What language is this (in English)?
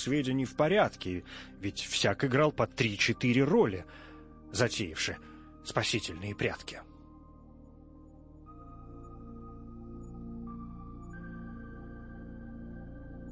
Russian